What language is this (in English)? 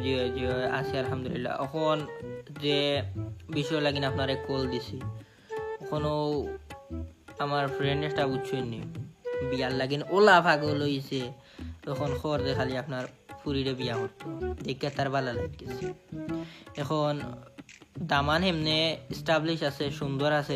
Sylheti